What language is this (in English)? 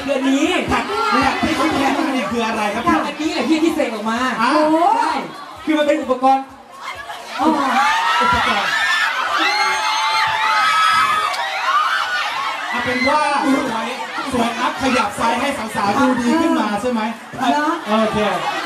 Thai